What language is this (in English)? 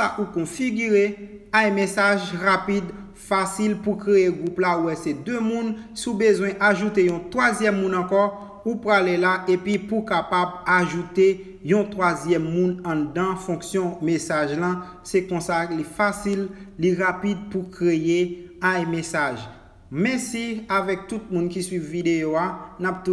Haitian Creole